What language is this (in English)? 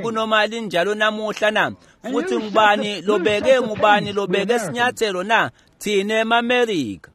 Swati